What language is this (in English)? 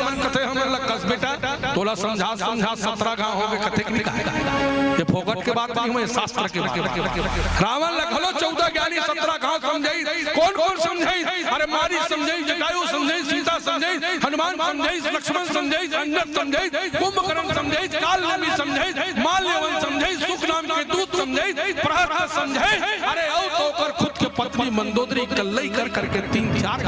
Chhattisgarhi